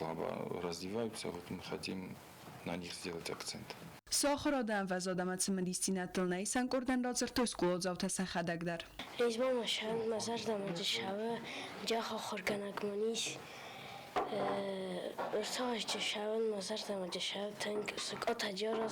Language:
Ossetic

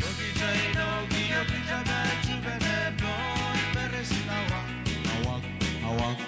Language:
Pohnpeian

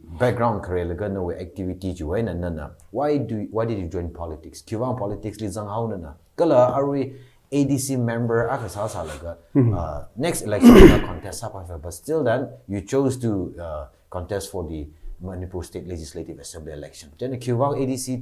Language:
Tangkhul Naga (India)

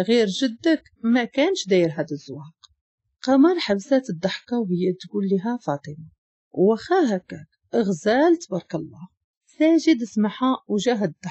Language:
Moroccan Arabic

